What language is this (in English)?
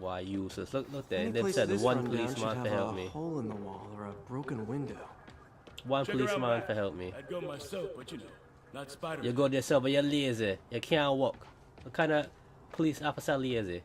Jamaican Creole English